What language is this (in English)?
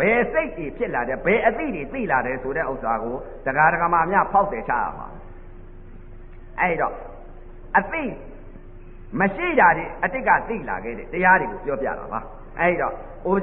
Burmese